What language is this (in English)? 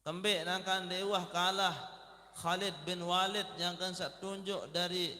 Sasak